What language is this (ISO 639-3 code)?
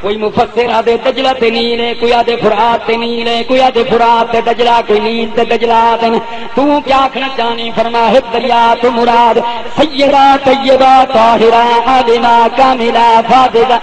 skr